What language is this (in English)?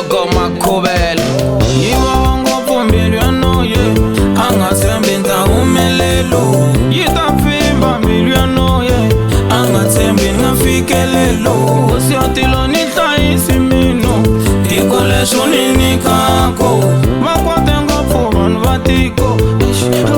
Tsonga